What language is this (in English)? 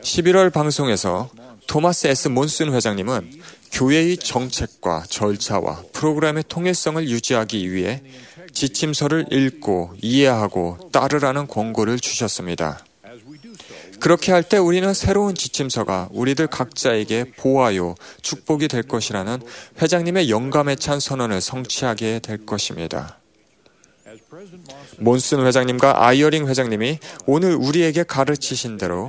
Korean